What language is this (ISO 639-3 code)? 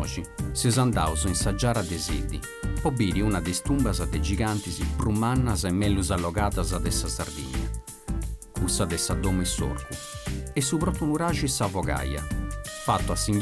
srd